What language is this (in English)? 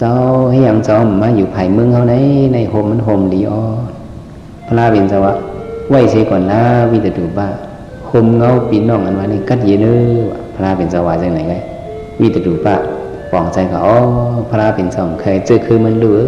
Shan